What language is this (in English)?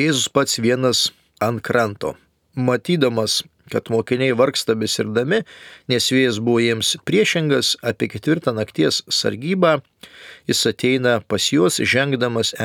Lithuanian